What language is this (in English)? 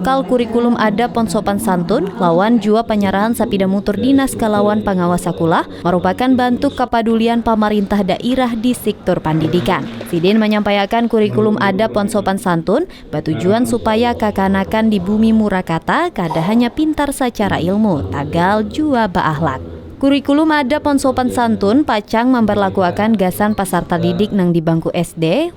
Banjar